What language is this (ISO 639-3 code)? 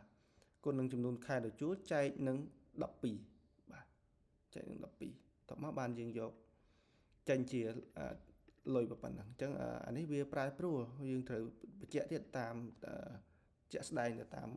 khm